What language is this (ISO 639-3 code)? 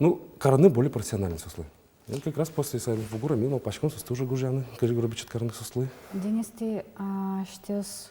udm